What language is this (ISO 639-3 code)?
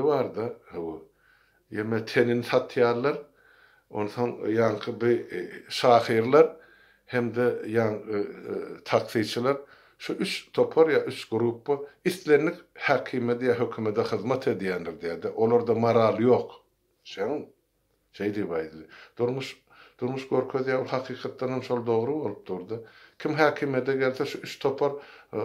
tuk